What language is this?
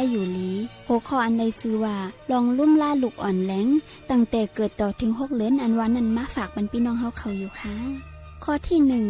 Shan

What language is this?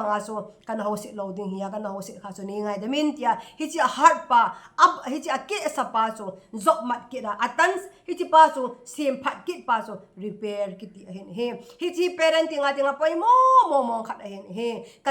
Thado Chin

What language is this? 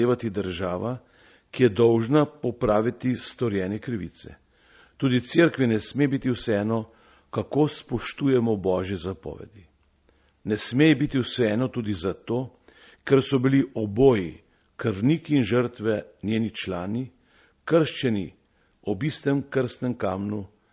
Slovenian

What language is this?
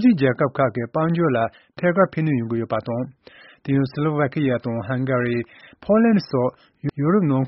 Tibetan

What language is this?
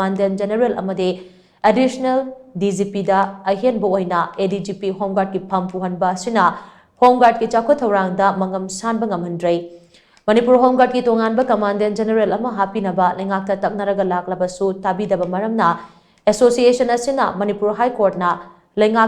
Manipuri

